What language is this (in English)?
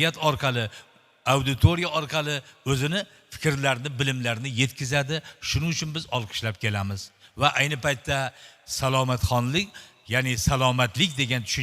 Uzbek